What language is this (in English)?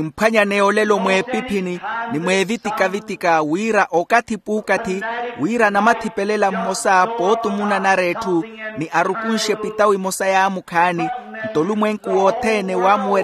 Makhuwa